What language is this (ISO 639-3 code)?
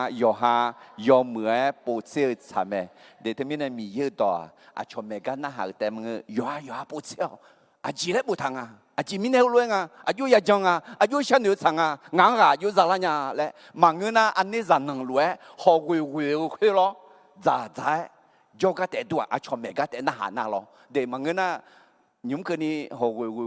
ahk